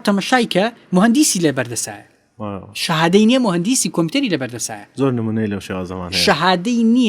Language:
Central Kurdish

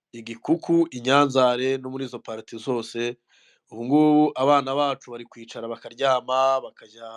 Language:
Kinyarwanda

